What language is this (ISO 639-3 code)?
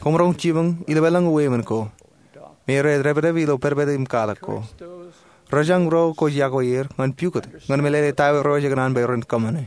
mah